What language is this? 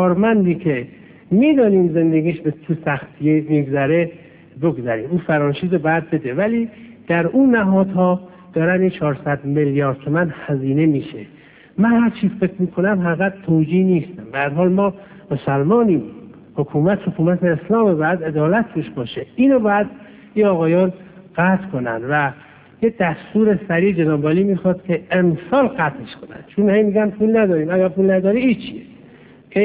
Persian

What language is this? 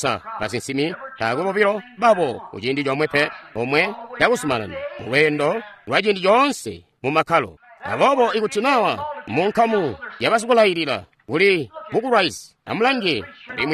Tonga (Zambia)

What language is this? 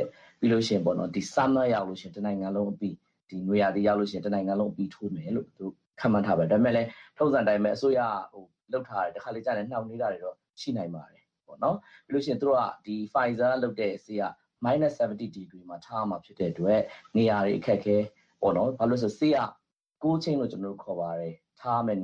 Burmese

